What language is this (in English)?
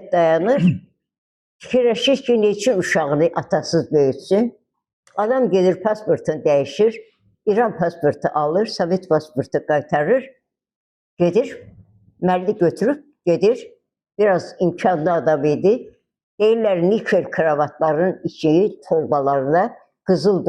Azerbaijani